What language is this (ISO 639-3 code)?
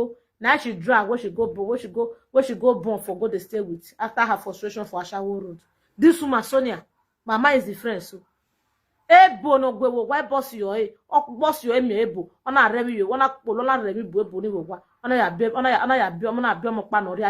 pcm